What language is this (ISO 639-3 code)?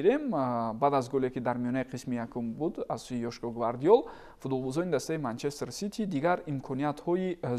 tgk